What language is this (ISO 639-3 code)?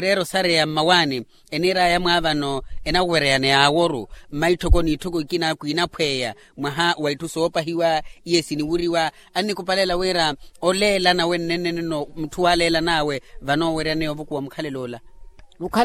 vmw